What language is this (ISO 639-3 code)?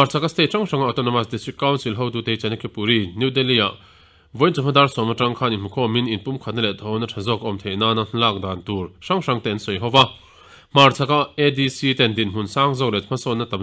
lus